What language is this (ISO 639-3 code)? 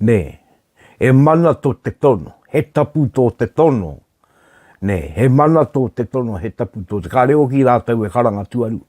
mri